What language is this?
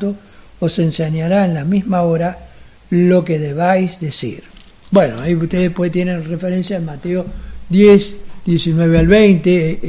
Spanish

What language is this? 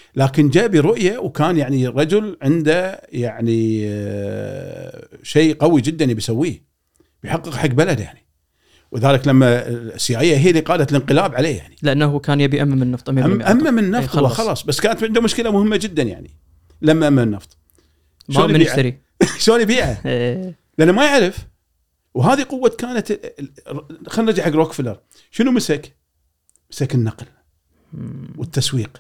Gulf Arabic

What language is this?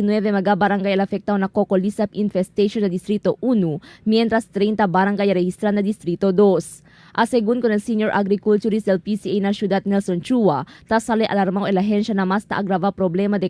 Chavacano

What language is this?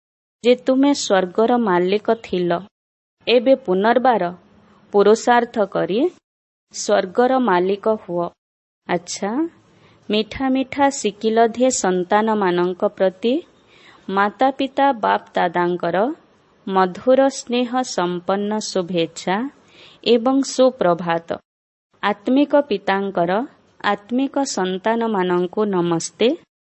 Odia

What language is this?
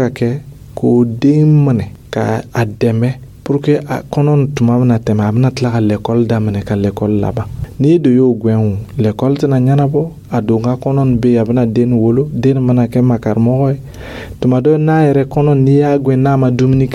Dyula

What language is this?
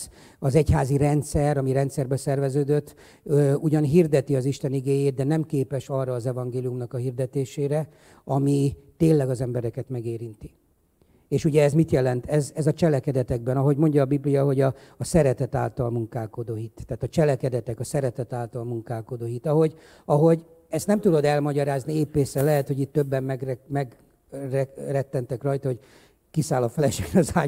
Hungarian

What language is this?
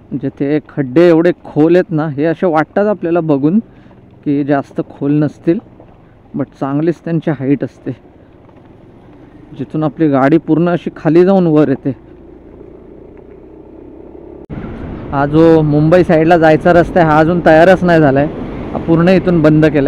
Marathi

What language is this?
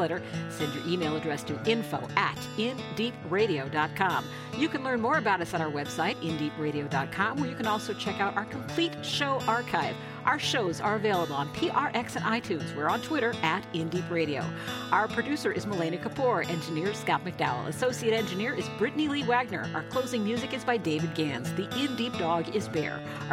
English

